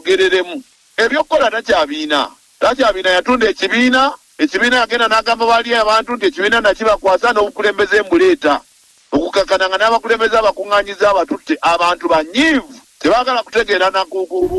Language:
Ganda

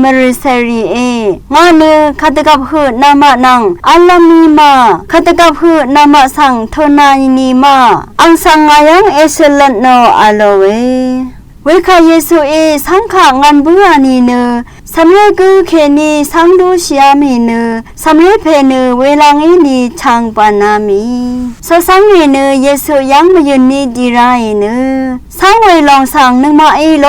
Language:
Rawang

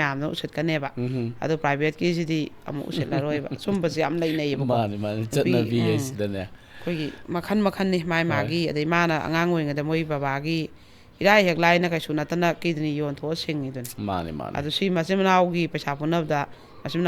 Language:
Manipuri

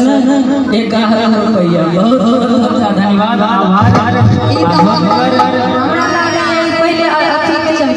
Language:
Maithili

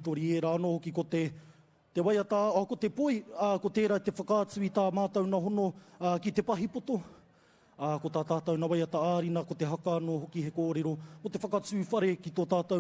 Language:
Māori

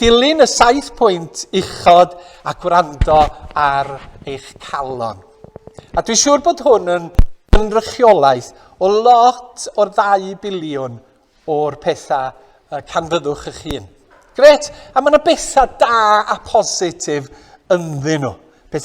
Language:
Welsh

